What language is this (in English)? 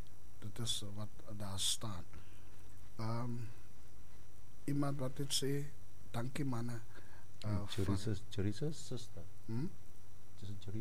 Afrikaans